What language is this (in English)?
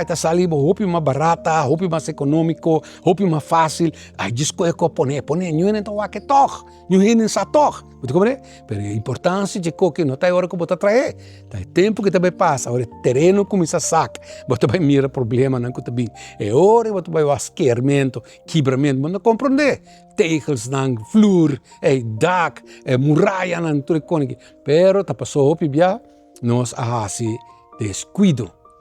Papiamento